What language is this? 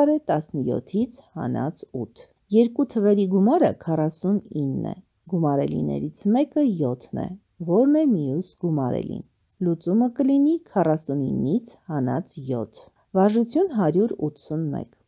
Armenian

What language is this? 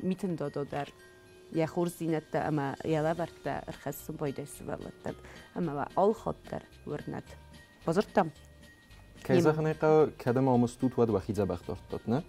Ossetic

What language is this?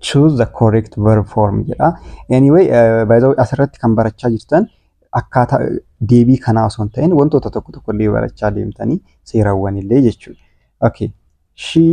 Oromo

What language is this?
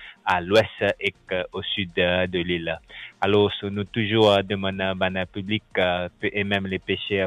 Morisyen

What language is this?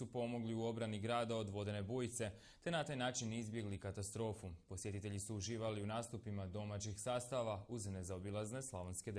Croatian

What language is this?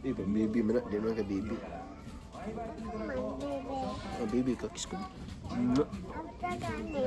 Cebuano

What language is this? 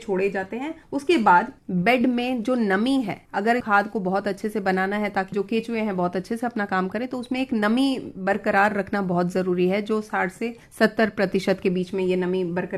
Hindi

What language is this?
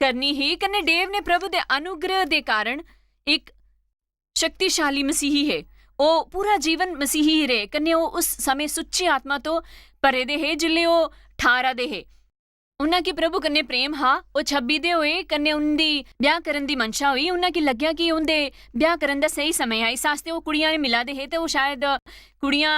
Dogri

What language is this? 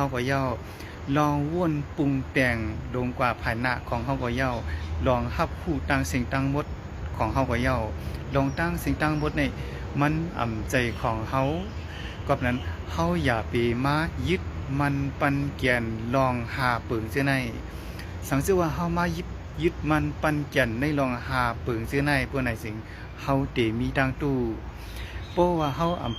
Shan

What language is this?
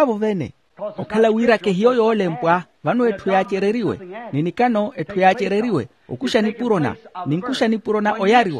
Makhuwa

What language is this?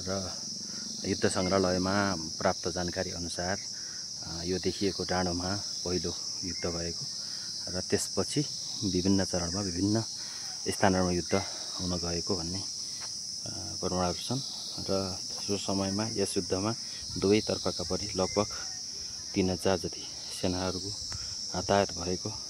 Nepali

